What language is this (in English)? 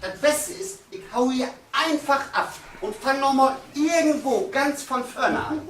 Low German